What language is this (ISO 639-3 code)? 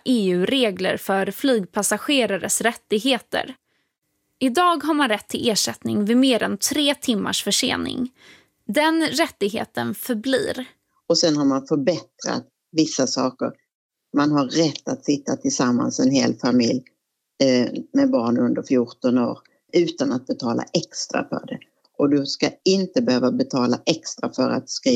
swe